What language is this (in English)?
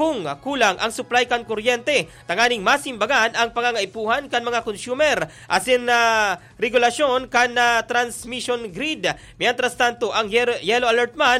Bikol